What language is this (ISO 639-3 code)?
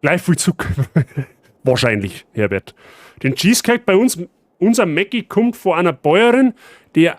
bar